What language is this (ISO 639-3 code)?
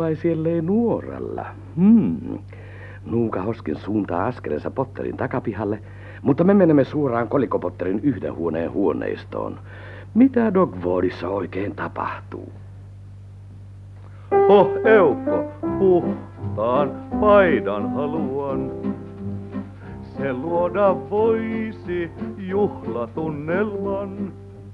fin